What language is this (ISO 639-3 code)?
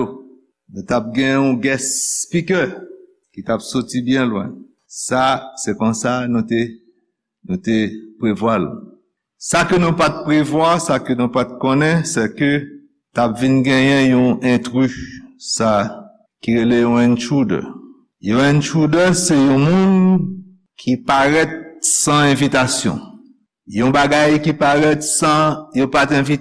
hat